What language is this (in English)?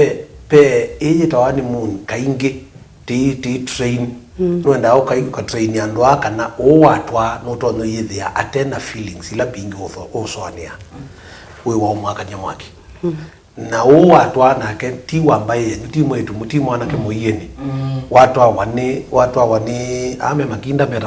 Kamba